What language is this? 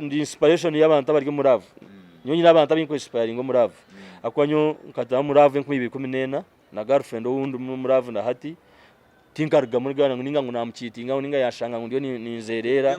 Nyankole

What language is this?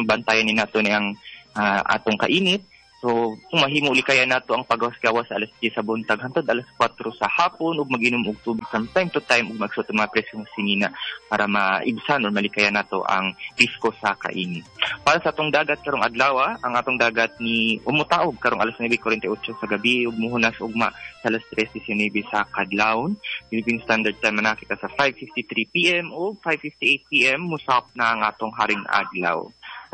Cebuano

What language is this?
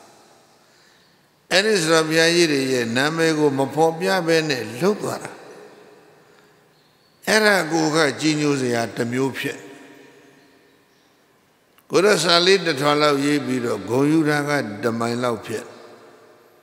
Burmese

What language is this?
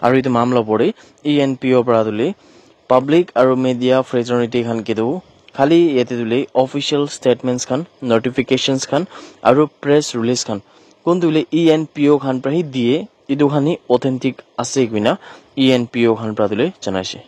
Naga Pidgin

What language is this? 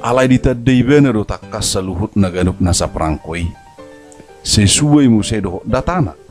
Batak Toba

